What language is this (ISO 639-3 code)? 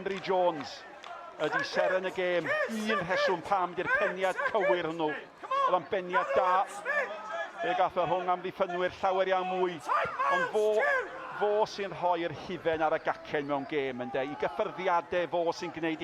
cym